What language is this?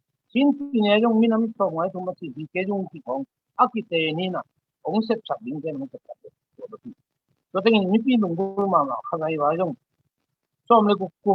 Tedim Chin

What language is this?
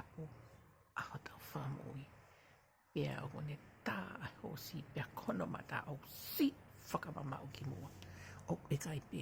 Tongan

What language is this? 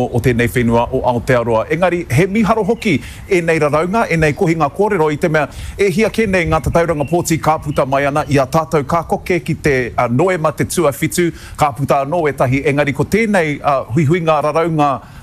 Māori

